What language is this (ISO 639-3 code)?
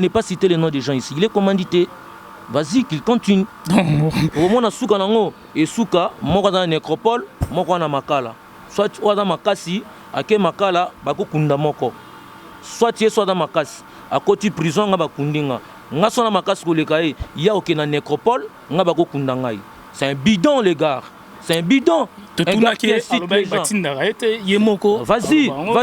lin